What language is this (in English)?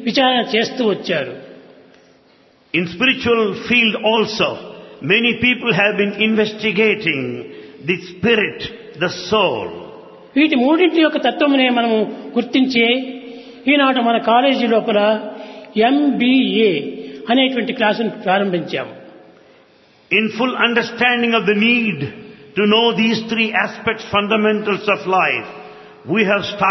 Telugu